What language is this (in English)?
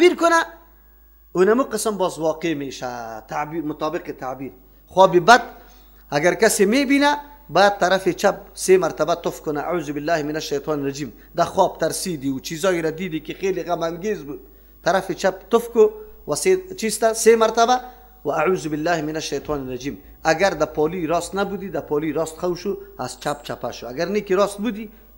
Persian